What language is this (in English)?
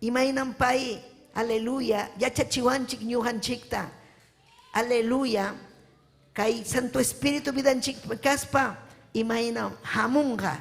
Ayacucho Quechua